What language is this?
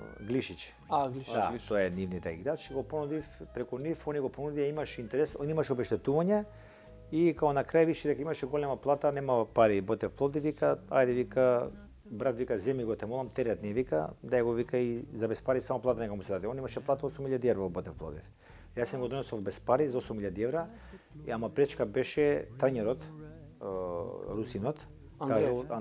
Macedonian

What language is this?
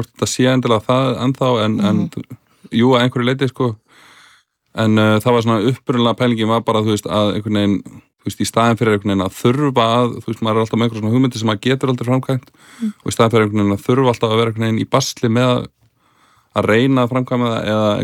Icelandic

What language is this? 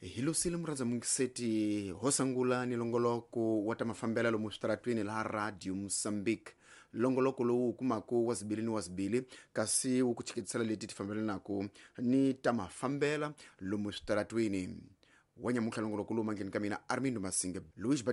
Tsonga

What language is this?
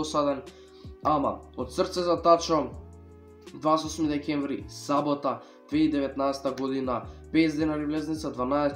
Macedonian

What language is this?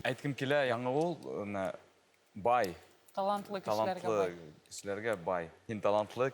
Bashkir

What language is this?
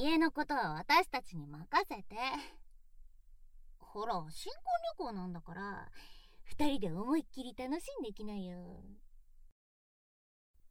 Japanese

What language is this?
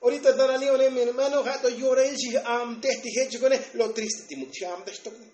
Tzotzil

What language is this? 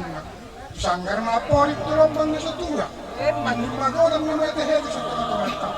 Batak Toba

